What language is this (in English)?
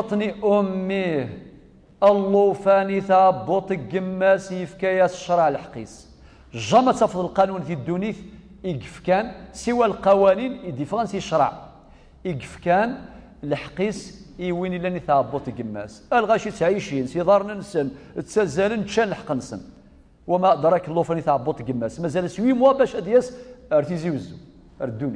Kabyle